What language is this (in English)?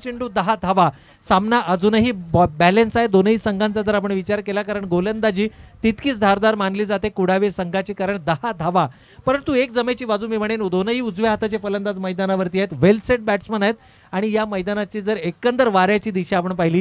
Marathi